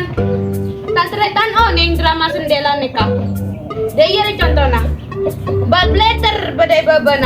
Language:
Madurese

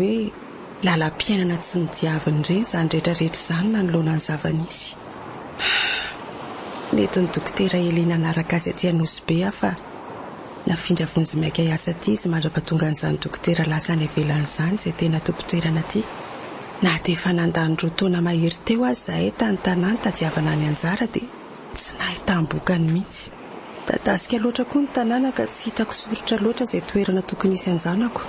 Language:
Malagasy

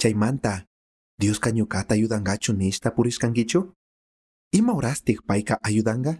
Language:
Chimborazo Highland Quichua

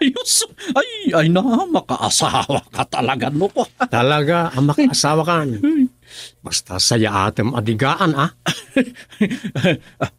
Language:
Iloko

